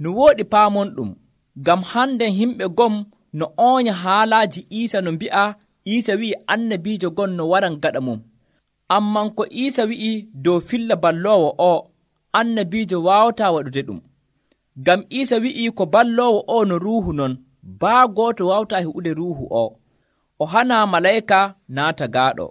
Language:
Nigerian Fulfulde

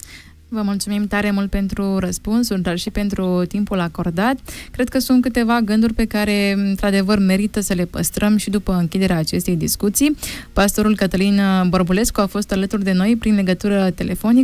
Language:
Romanian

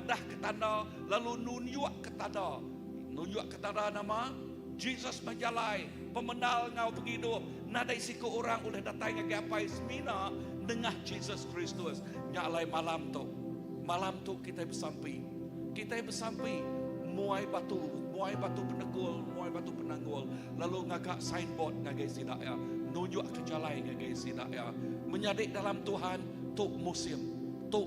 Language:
Iban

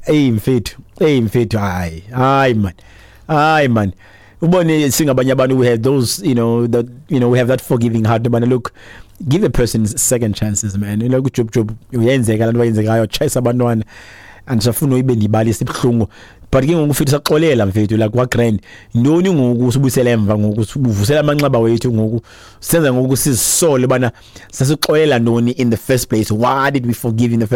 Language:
Xhosa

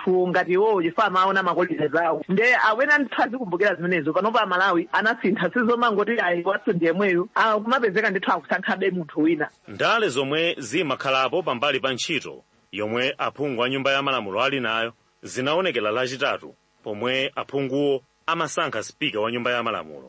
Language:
Nyanja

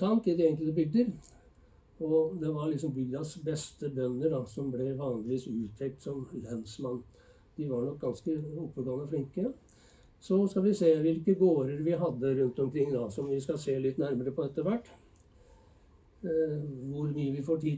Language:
Norwegian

